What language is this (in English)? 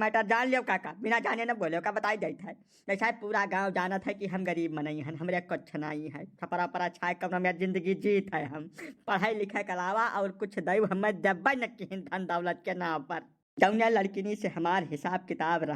Awadhi